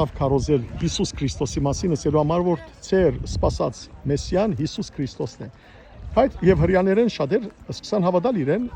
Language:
Western Armenian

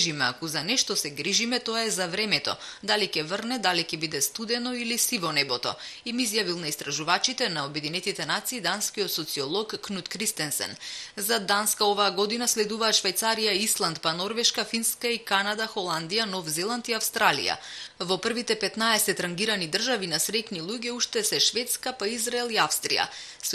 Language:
Macedonian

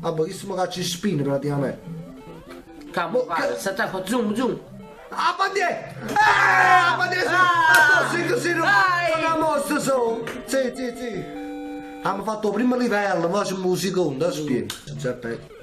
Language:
Neapolitan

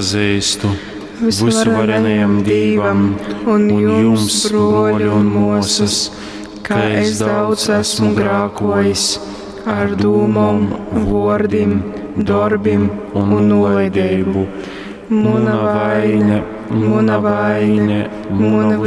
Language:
Latgalian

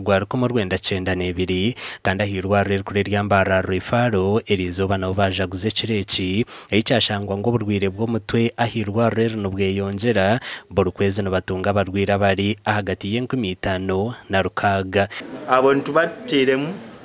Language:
Nyankole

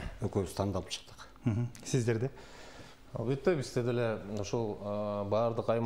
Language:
Kyrgyz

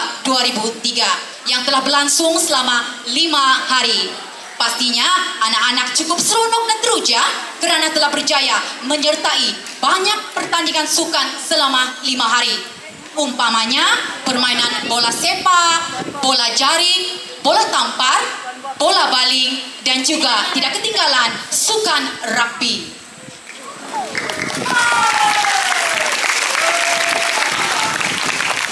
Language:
Malay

